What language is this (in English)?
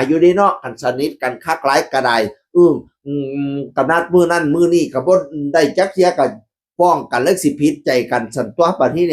Northeastern Thai